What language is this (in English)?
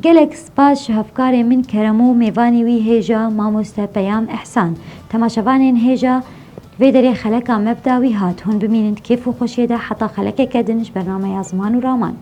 Kurdish